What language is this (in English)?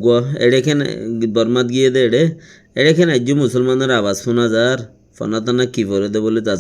Rohingya